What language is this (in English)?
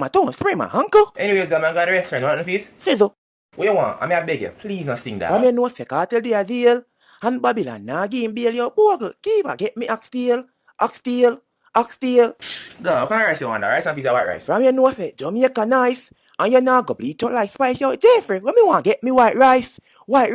Jamaican Creole English